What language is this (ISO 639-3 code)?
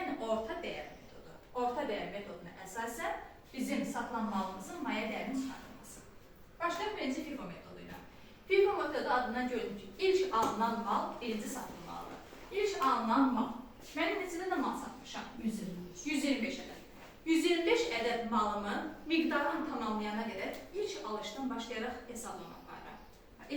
aze